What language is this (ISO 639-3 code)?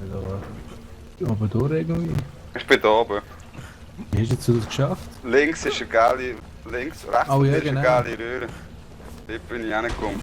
gsw